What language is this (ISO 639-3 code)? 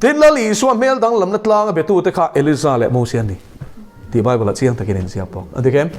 lus